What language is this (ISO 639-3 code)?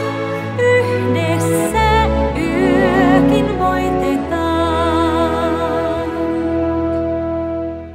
fin